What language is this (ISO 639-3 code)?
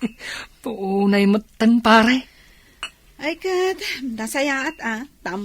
ilo